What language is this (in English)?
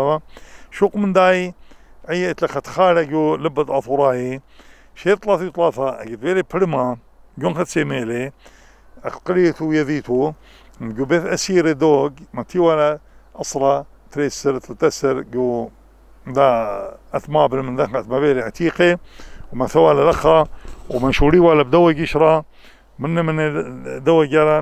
Assyrian Neo-Aramaic